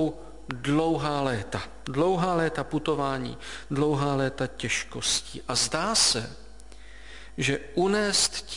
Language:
Czech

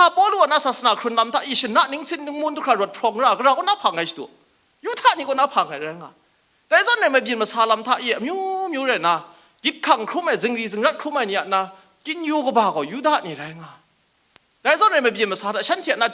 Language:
Kachin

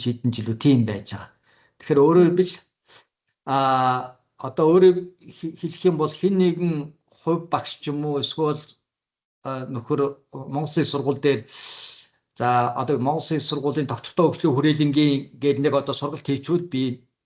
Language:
Mongolian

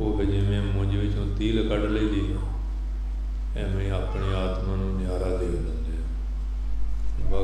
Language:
Punjabi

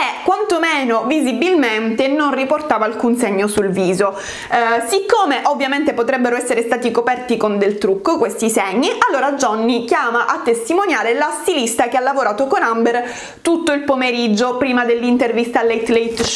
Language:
Italian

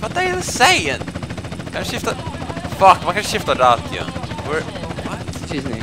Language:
Faroese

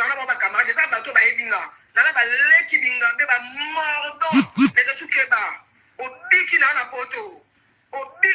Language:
Lingala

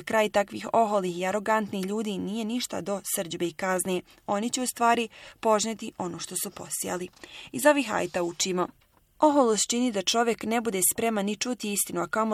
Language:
Bosnian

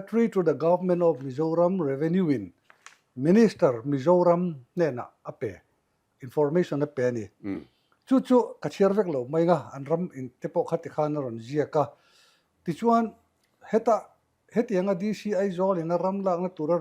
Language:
Mizo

